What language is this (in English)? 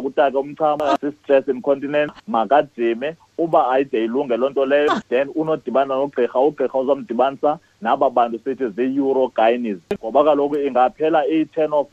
Xhosa